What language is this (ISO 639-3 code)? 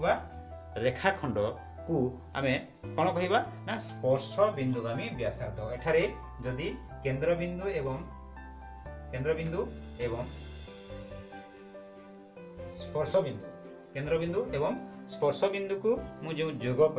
ori